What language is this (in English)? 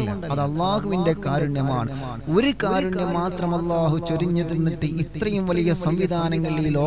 Malayalam